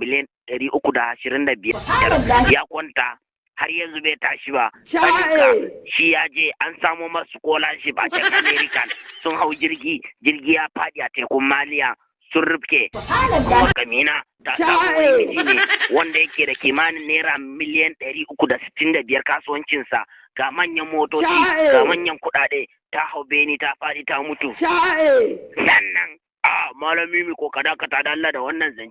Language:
Hausa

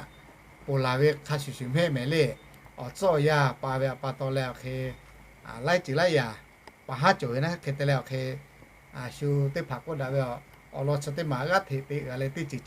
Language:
Lahu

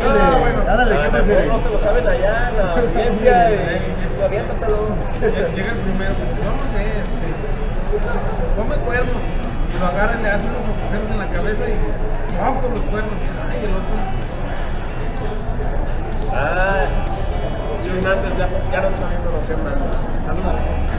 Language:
Spanish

